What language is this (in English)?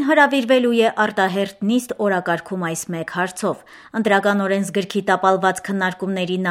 Armenian